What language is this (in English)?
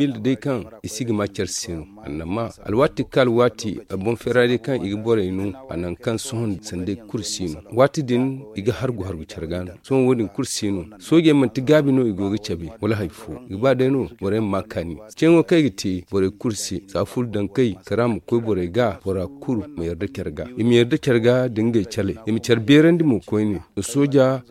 Zarma